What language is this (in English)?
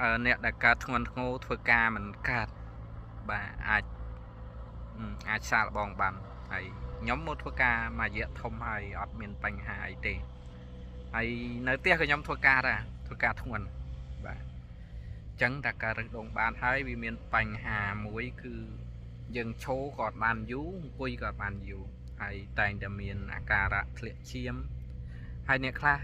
Khmer